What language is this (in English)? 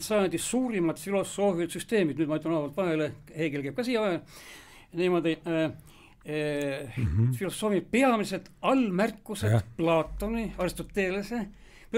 Estonian